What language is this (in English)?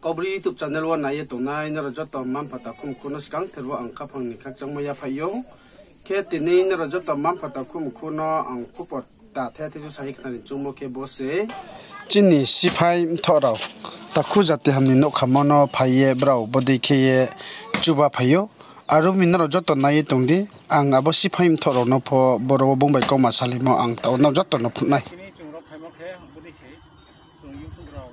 Riang (India)